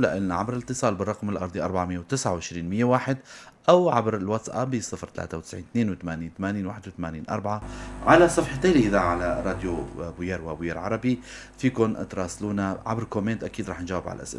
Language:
North Levantine Arabic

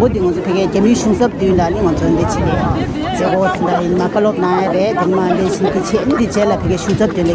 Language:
Tibetan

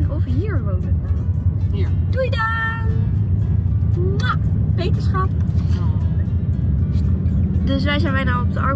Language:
Dutch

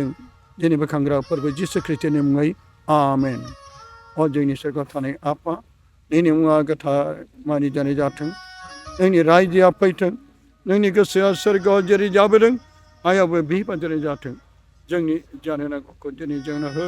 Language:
Bodo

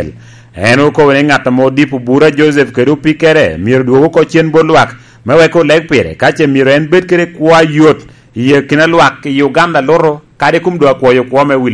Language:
Lango (Uganda)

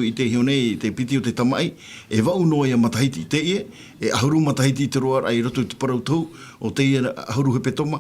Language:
Tahitian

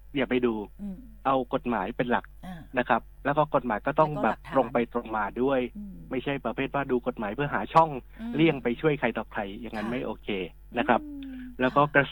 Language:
Thai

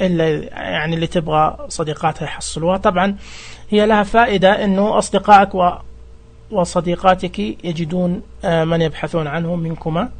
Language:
Najdi Arabic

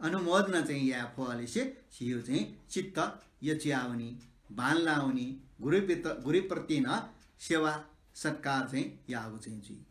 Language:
Newari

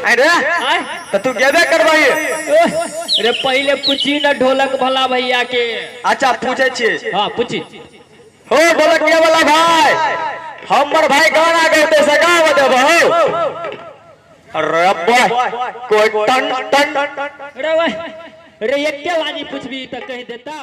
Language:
Maithili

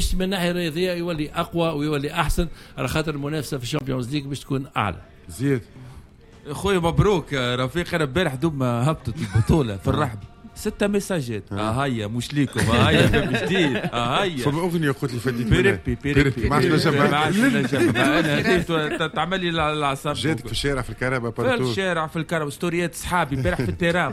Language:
Tunisian Arabic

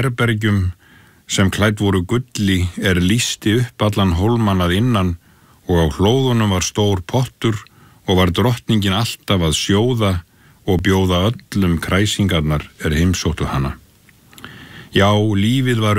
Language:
Icelandic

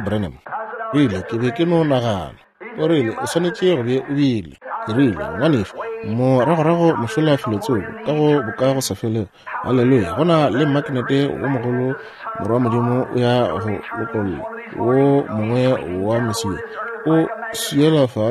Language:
Northern Sotho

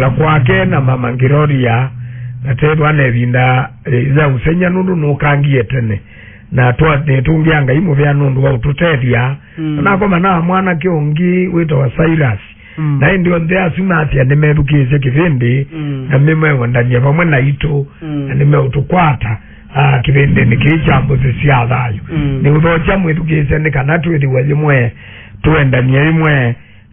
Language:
Kamba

